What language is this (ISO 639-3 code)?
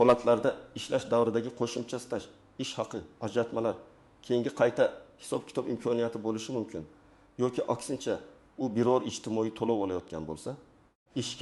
uzb